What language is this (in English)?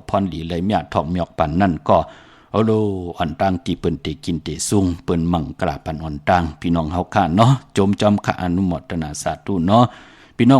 Shan